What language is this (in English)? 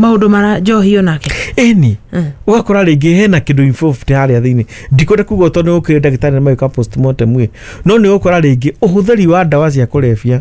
Kikuyu